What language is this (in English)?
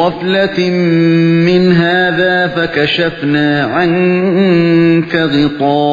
Uyghur